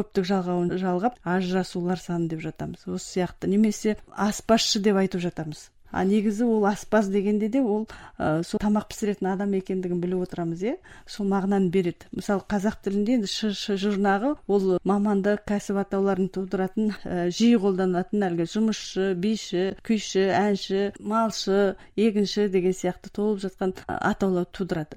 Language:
Kazakh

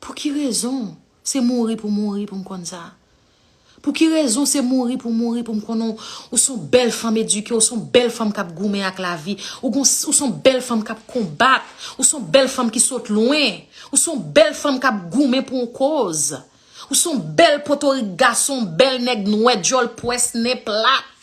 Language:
Haitian Creole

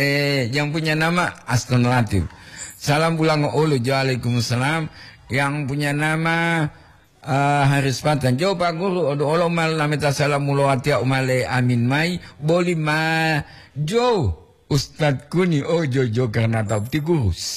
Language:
Gorontalo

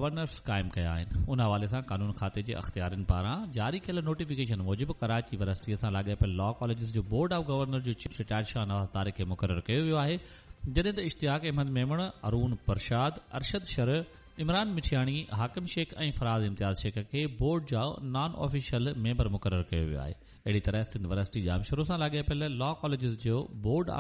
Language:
Sindhi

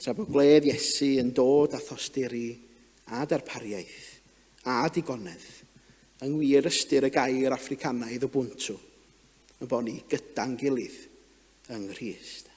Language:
Welsh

